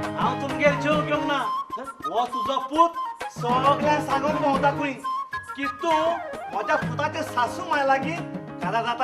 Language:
Konkani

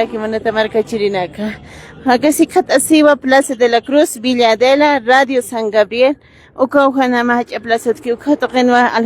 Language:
Aymara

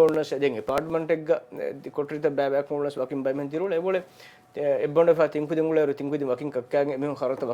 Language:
Divehi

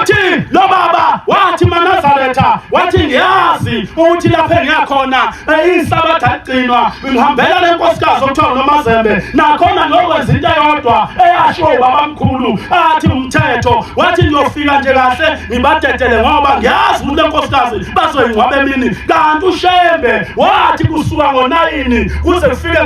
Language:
Zulu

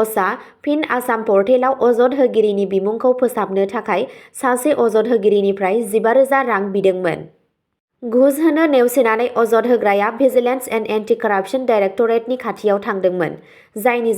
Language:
Bodo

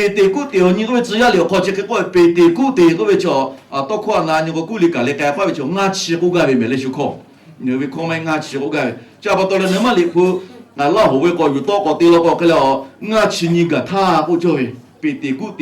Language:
Lahu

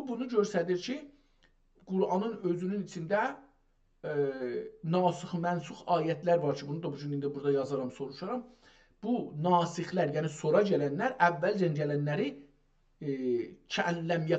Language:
South Azerbaijani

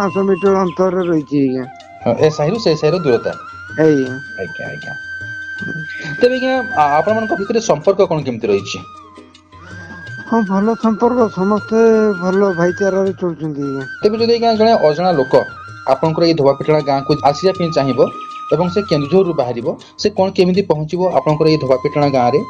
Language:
Odia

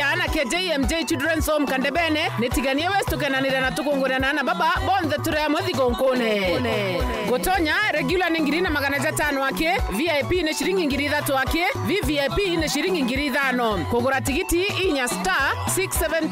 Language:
Meru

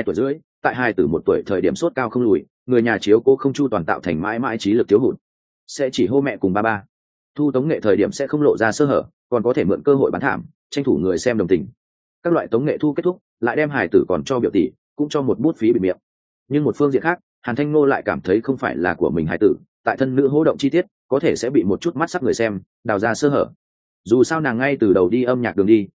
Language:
Vietnamese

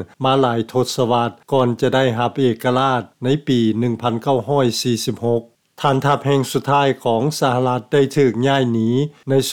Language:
Lao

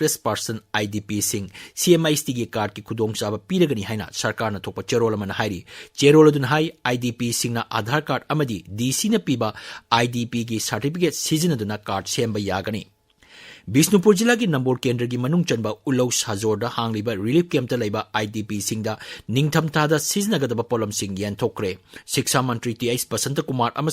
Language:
Manipuri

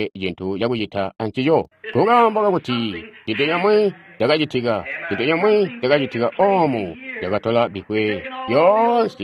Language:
Tonga (Zambia)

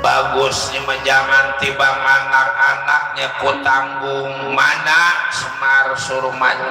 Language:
Betawi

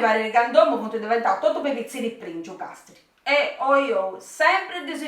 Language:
Sardinian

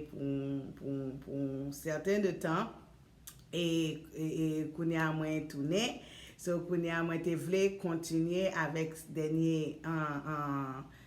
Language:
Haitian Creole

